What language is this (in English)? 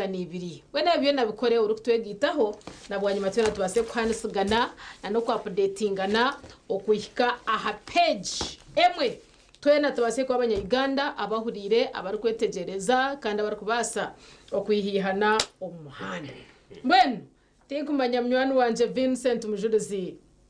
Nyankole